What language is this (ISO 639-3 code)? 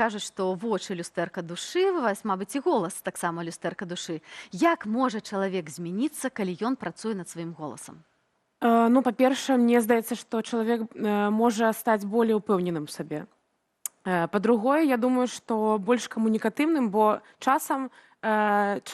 bel